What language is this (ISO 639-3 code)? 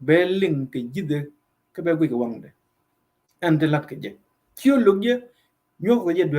nus